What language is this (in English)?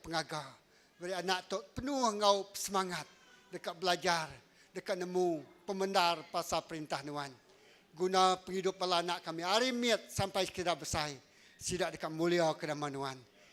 Iban